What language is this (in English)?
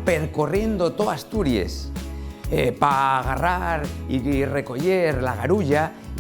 Asturian